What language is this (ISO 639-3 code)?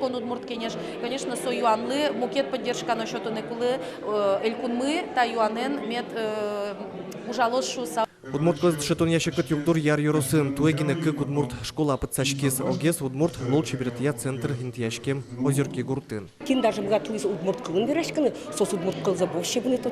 udm